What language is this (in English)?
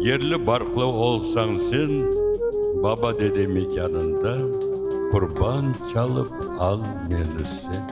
Crimean Tatar